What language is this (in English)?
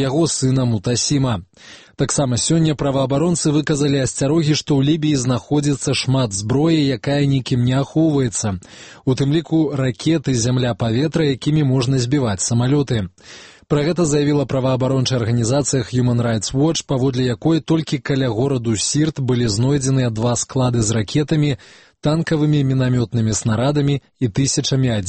Belarusian